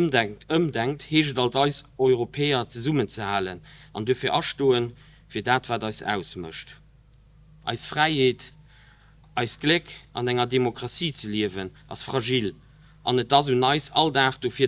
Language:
Luxembourgish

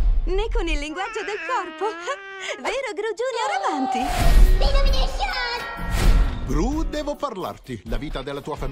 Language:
Italian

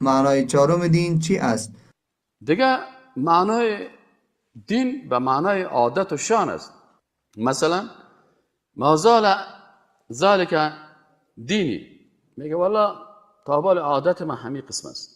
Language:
Persian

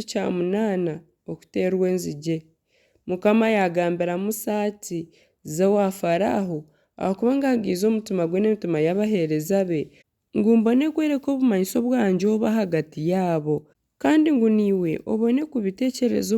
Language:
Nyankole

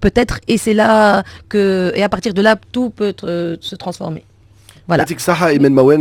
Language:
Tunisian Arabic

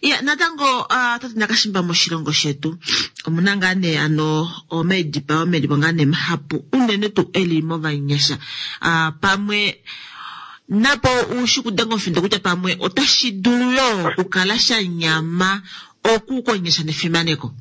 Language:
Kuanyama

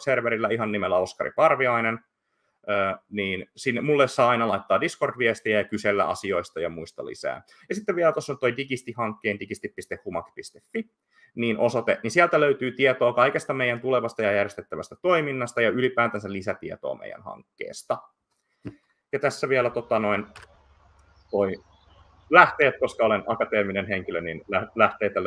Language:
Finnish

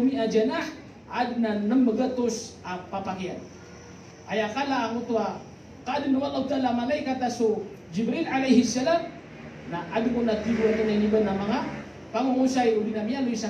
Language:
Maranao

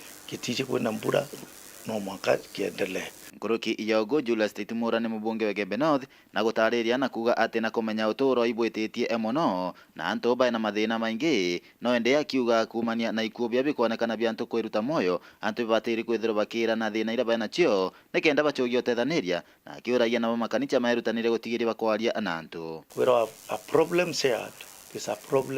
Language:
Meru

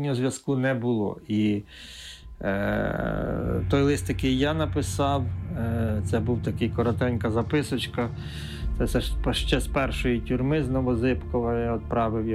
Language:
Ukrainian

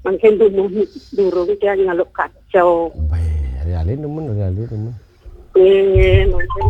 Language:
Balinese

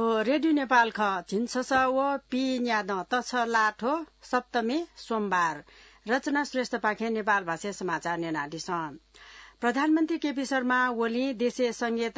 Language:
Newari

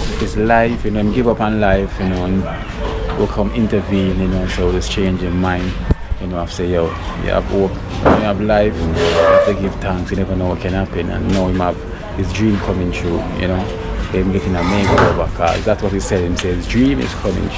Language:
Jamaican Creole English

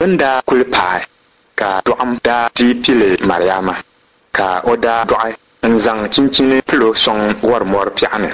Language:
Dagbani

